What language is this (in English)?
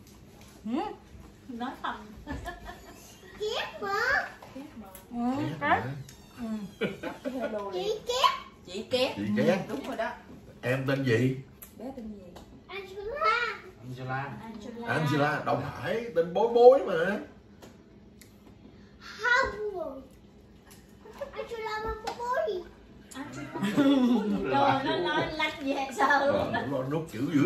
Vietnamese